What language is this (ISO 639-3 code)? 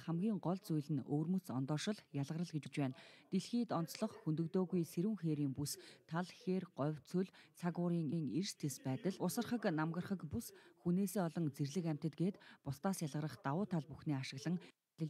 mon